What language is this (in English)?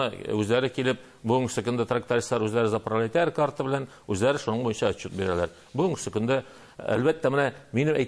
Tatar